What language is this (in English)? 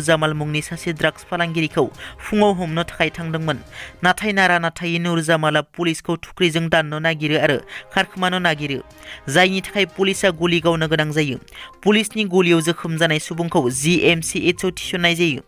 Bodo